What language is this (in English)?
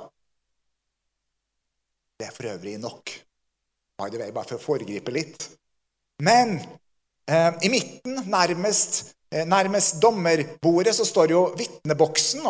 Norwegian